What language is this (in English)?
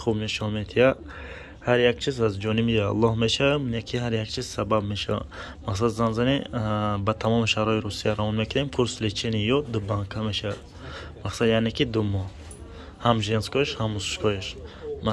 Tajik